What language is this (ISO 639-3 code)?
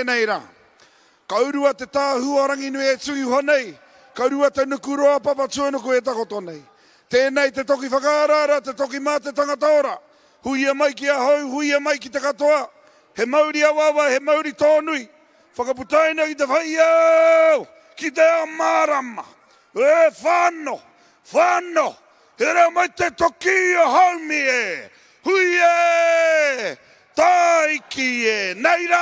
mri